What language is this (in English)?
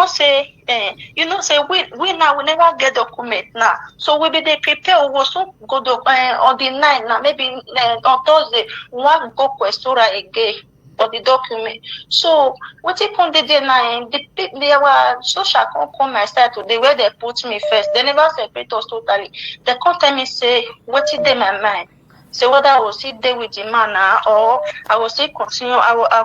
Nigerian Pidgin